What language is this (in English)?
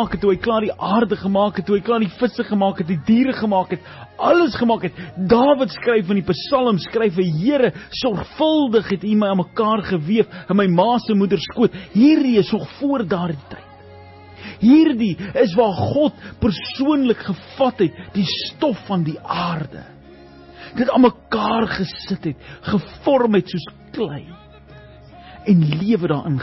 Afrikaans